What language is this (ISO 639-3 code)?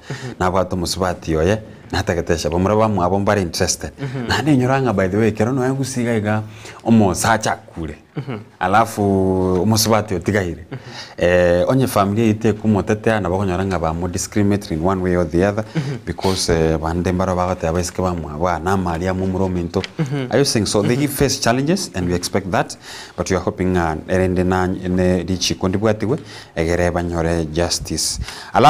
guz